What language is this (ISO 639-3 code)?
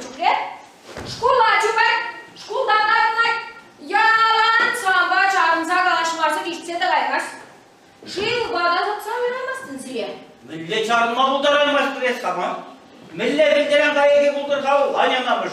chv